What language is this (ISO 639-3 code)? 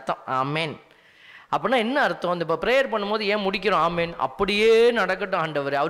tam